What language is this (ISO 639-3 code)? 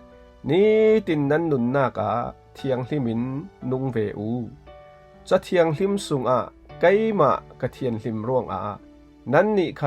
cfm